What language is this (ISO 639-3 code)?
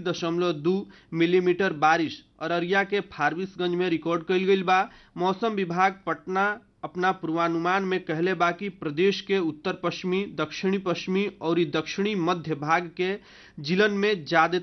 bho